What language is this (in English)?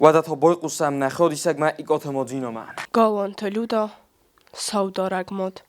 Ossetic